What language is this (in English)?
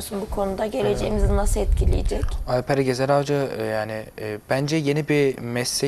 Turkish